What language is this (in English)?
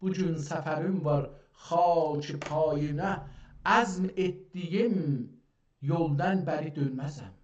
South Azerbaijani